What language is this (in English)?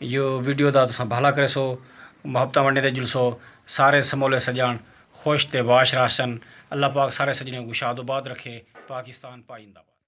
Saraiki